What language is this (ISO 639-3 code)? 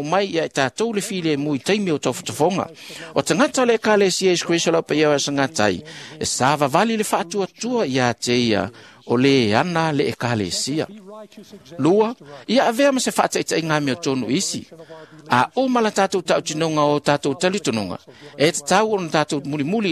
smo